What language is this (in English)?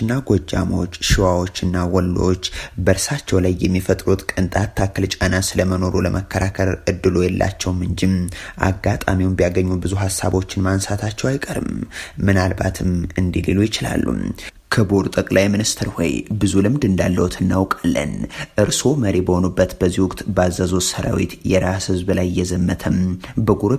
Amharic